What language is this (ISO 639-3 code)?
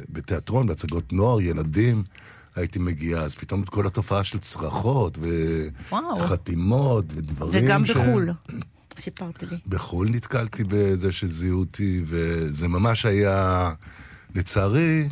heb